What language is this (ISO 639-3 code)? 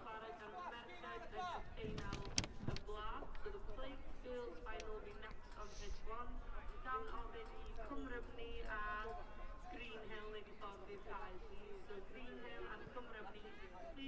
cym